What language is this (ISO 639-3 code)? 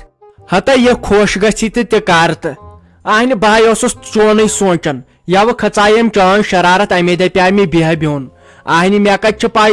kas